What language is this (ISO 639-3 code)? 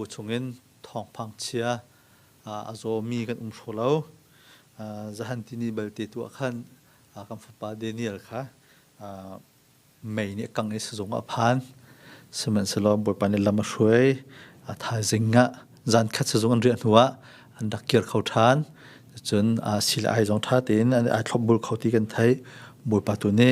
cnh